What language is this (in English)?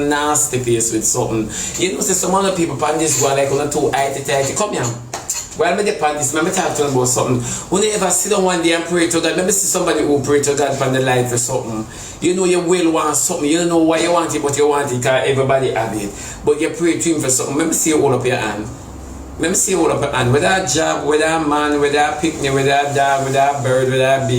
Jamaican Creole English